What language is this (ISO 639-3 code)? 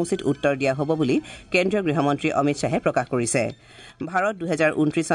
asm